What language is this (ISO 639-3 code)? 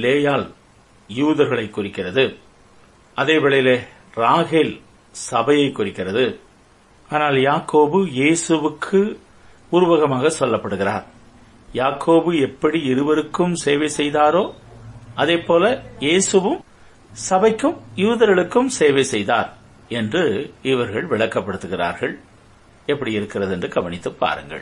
tam